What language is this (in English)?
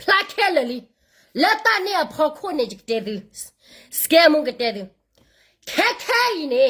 S'gaw Karen